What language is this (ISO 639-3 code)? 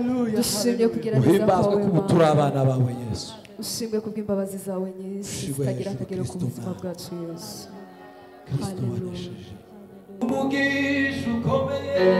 kin